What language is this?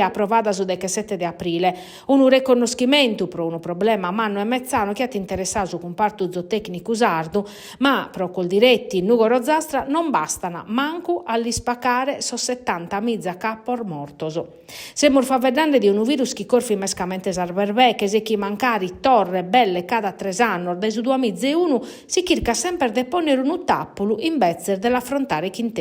Sardinian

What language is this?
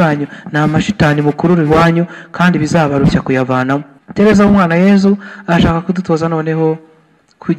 Kinyarwanda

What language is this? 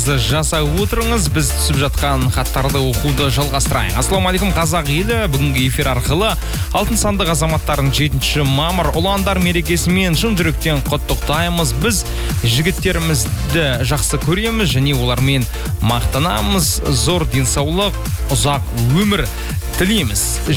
Kazakh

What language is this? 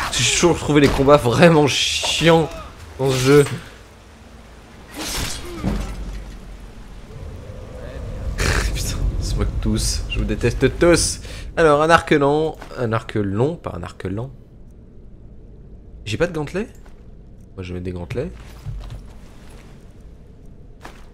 French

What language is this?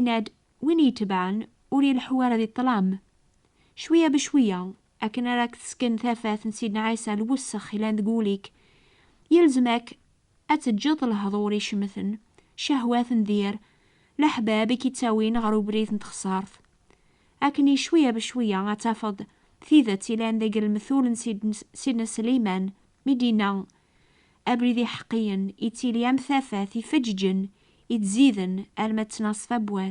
Kabyle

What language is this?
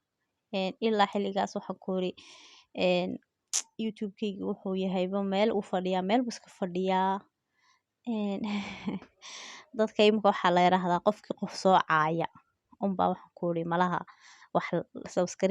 Somali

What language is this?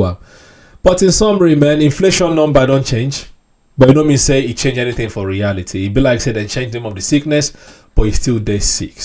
Nigerian Pidgin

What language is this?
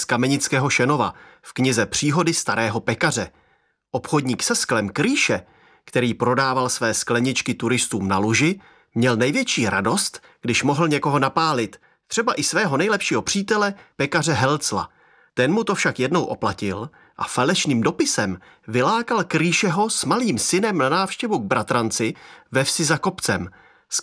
Czech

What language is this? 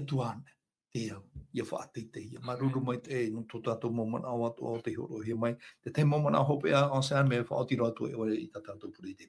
Tahitian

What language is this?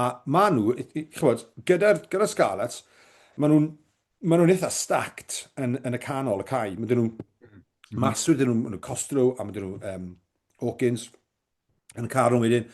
Welsh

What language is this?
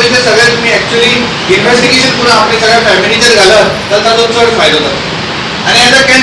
Konkani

